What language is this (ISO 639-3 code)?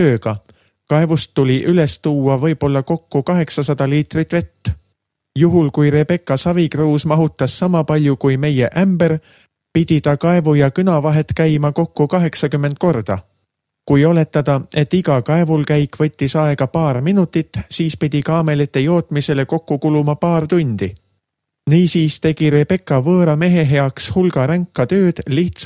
est